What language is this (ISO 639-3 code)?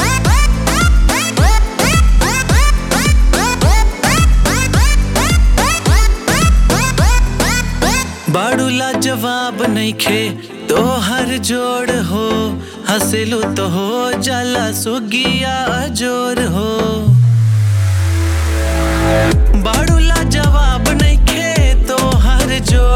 bho